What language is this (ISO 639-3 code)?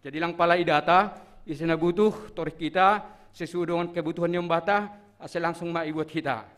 bts